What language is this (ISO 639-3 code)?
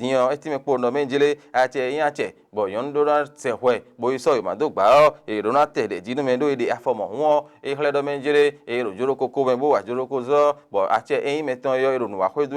fon